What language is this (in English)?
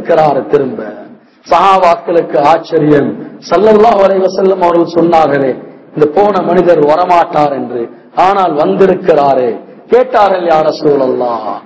Tamil